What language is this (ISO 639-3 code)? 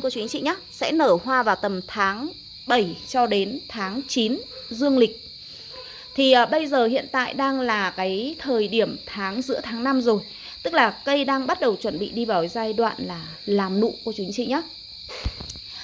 vie